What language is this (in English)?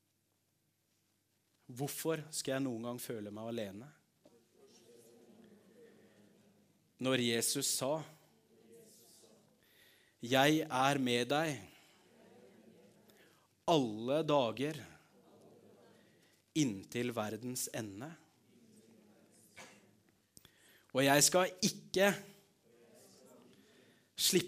Norwegian